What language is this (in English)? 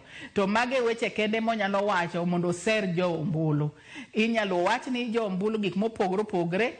Luo (Kenya and Tanzania)